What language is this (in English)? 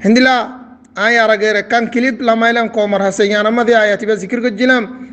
Rohingya